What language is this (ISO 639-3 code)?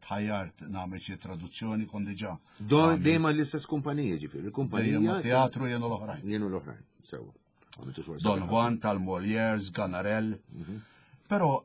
mlt